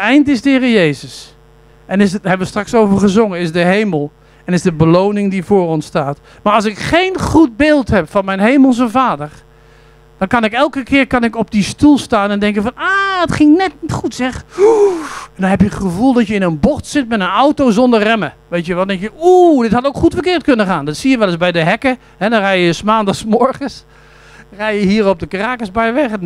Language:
Dutch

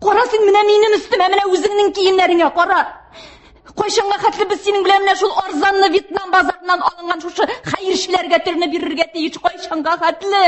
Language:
Tatar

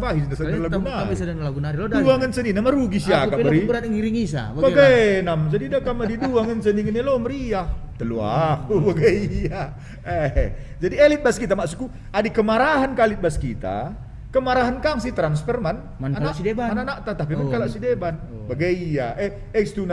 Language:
Batak Karo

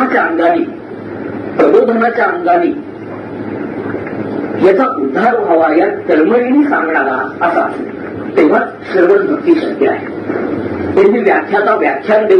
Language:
Marathi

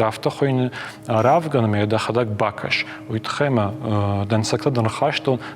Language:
Ossetic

